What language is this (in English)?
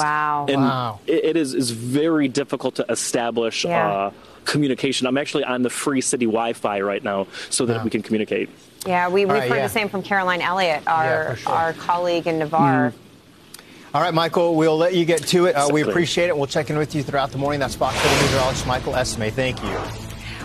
English